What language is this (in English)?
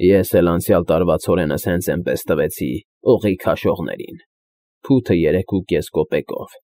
Armenian